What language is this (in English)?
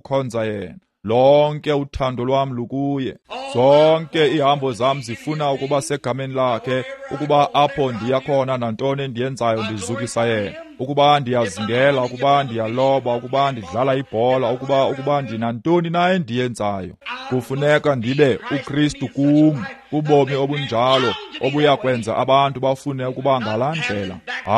Xhosa